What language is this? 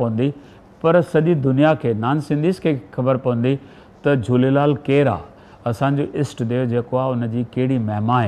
Sindhi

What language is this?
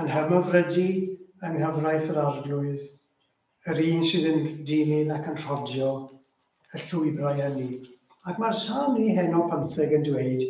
Welsh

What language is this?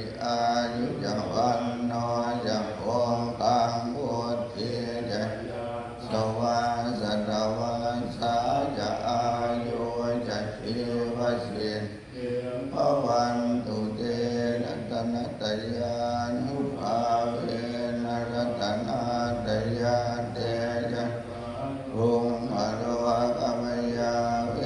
Pali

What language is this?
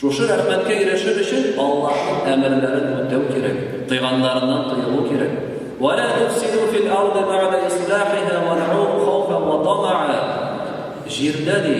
Tatar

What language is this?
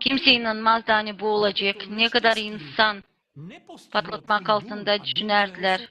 Gagauz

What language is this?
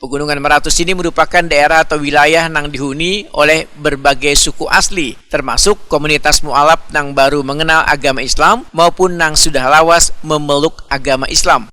Banjar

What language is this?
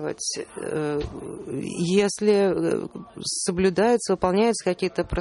Russian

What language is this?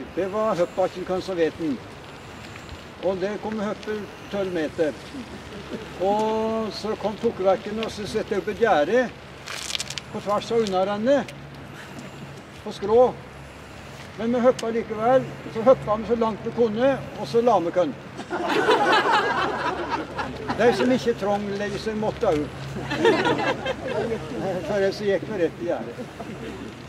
Norwegian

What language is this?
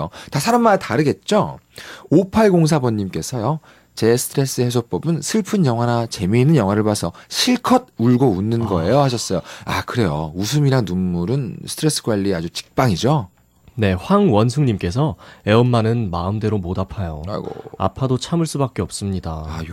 Korean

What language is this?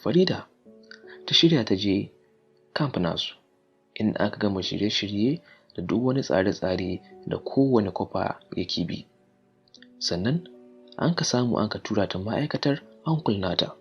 Hausa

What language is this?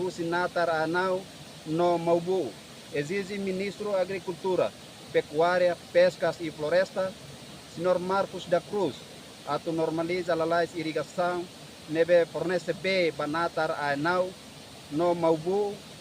Tetum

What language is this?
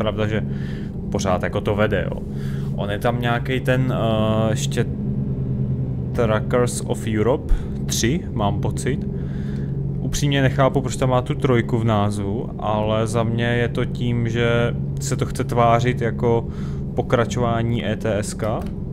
Czech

